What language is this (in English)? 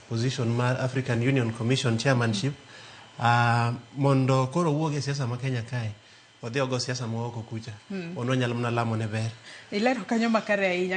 Luo (Kenya and Tanzania)